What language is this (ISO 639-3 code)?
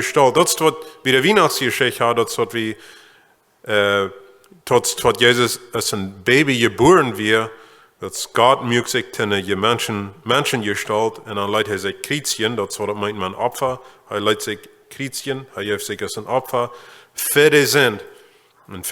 pdt